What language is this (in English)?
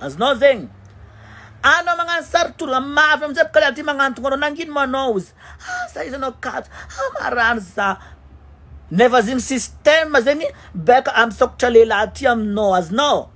Malagasy